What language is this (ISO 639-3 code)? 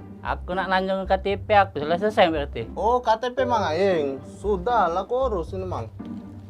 mui